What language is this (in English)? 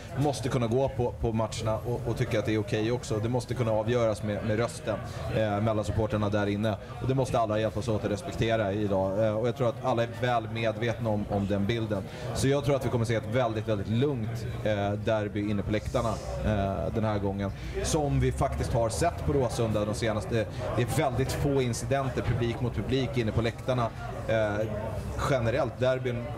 Swedish